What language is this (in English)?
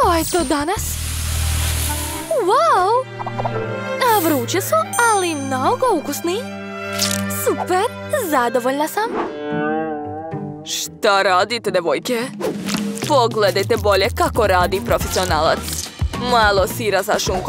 Serbian